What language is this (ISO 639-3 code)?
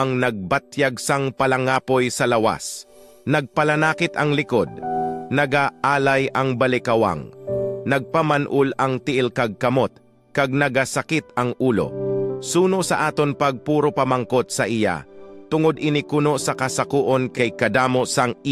hil